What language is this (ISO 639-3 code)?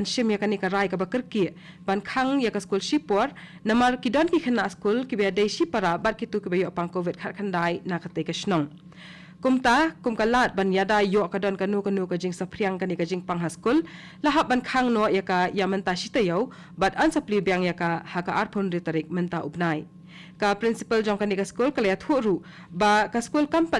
kha